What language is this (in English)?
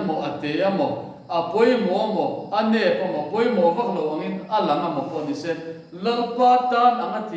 Mizo